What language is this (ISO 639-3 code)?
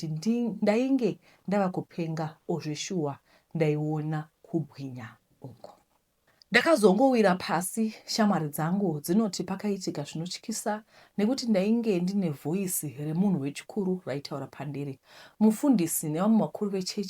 sna